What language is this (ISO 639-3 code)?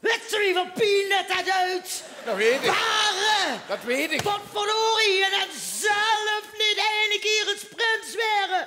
lim